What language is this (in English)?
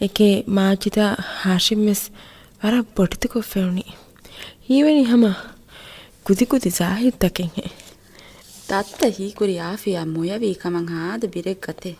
Divehi